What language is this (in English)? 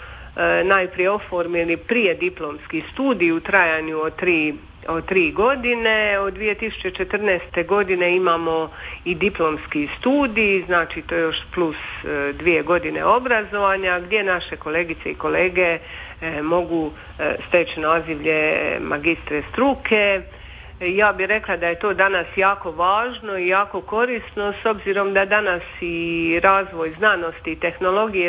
Croatian